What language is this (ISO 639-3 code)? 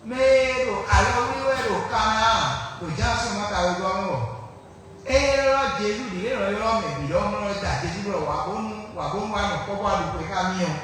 fon